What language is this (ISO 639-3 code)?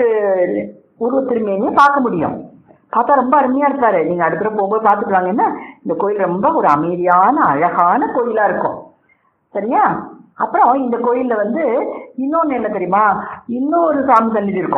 tam